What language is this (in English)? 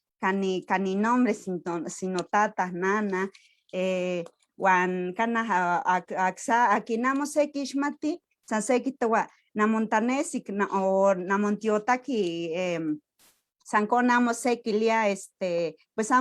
Eastern Huasteca Nahuatl